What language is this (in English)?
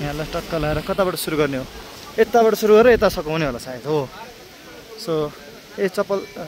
Nepali